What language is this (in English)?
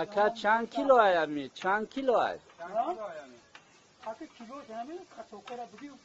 Tajik